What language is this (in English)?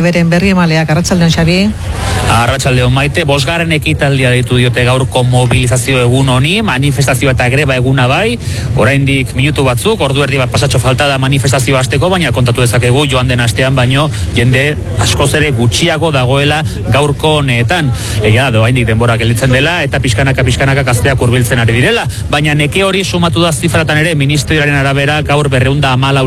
Basque